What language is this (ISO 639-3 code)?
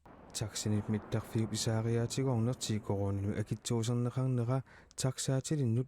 kal